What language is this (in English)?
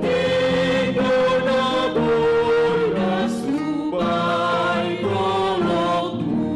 Batak Simalungun